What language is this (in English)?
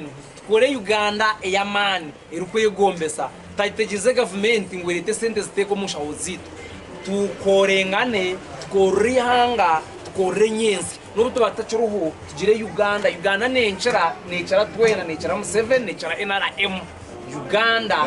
Nyankole